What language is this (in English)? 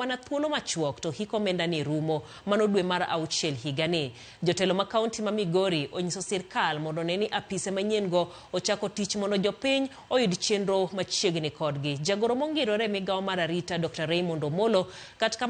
Luo (Kenya and Tanzania)